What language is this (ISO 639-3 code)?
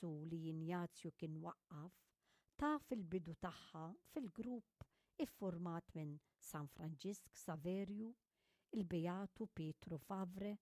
mlt